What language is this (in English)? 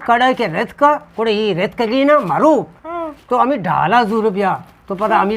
Eastern Balochi